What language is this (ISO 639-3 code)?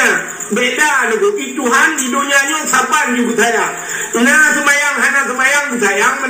ace